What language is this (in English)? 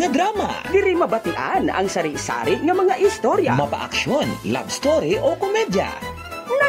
Hiligaynon